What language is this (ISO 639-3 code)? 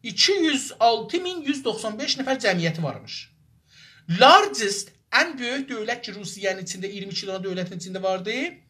azb